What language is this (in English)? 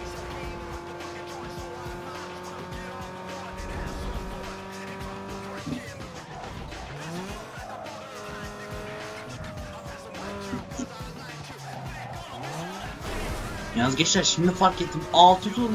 Turkish